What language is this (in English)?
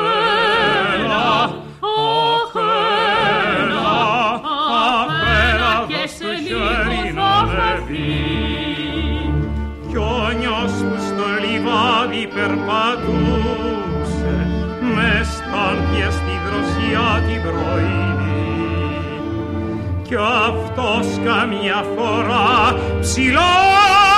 Greek